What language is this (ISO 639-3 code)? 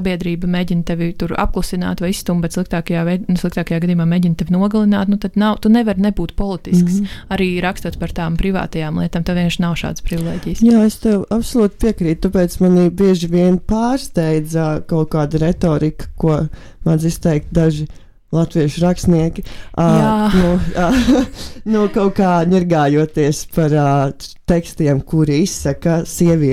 lav